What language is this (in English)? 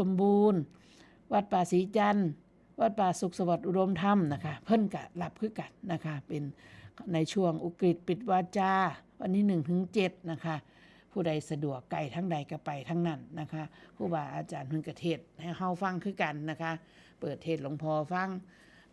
Northeastern Thai